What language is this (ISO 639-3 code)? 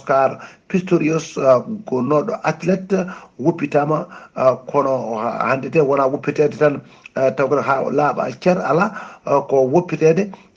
ful